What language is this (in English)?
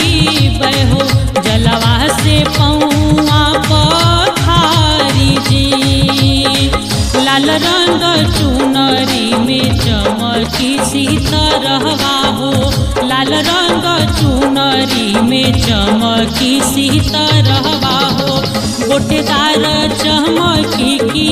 Bhojpuri